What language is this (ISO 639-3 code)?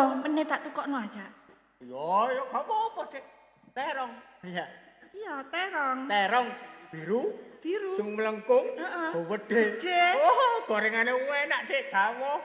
jav